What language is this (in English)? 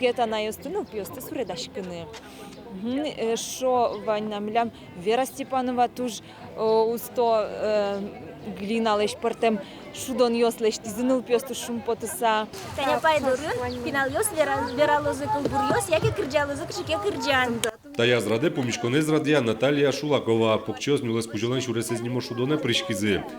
Udmurt